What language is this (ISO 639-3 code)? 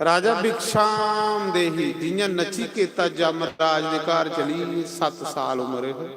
doi